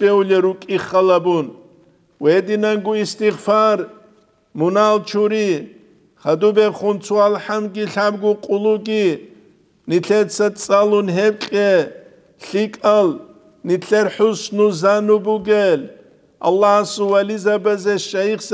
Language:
Avaric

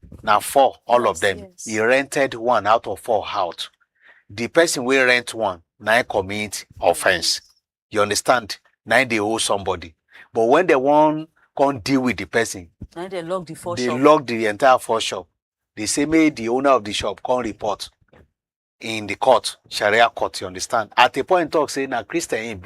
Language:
Nigerian Pidgin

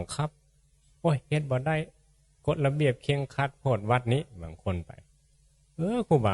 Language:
Northeastern Thai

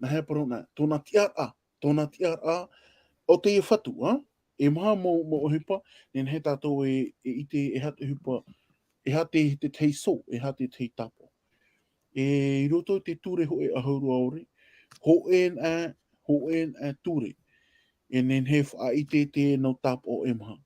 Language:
Tahitian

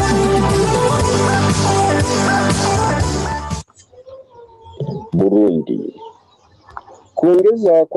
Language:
Kinyarwanda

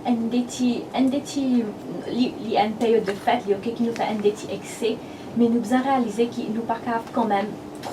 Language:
Morisyen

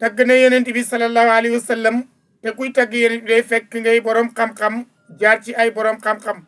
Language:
Wolof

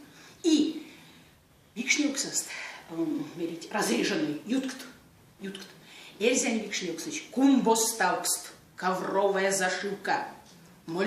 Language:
Erzya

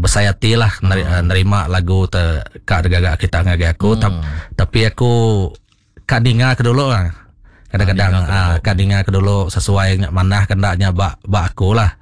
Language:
Iban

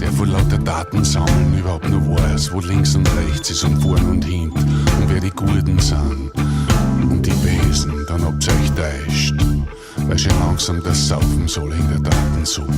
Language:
Bavarian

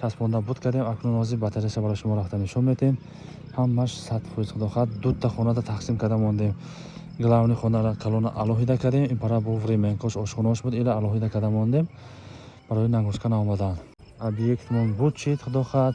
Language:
Tajik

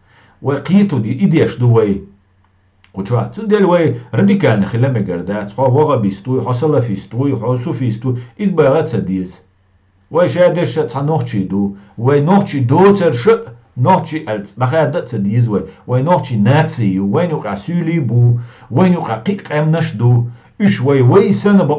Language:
Chechen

